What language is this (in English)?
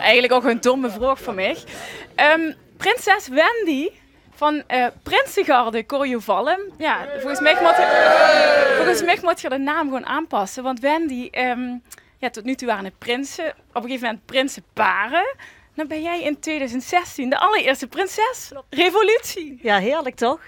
Limburgish